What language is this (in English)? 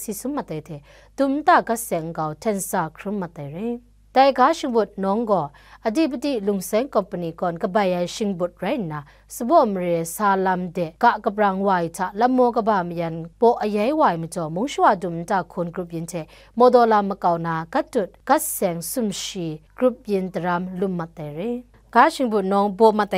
Kachin